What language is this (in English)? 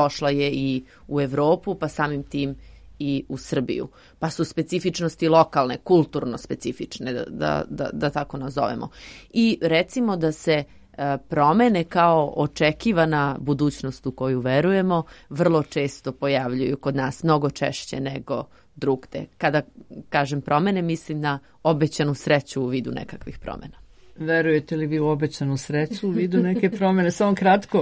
Serbian